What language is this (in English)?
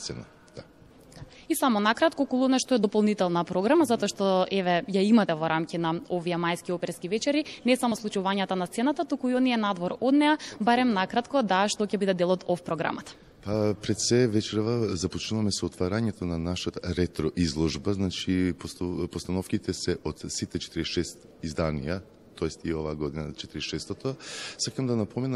Macedonian